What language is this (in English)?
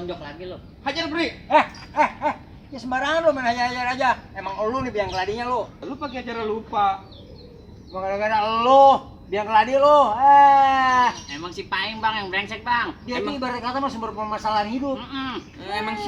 Betawi